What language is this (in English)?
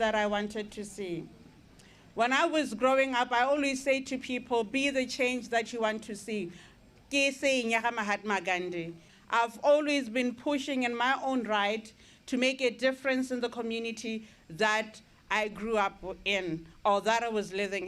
Tswana